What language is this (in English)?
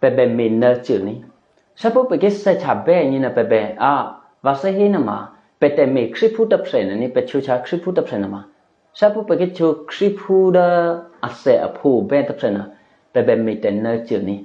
Eastern Kayah